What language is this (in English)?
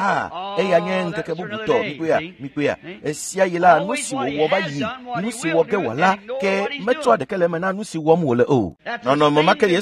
Ewe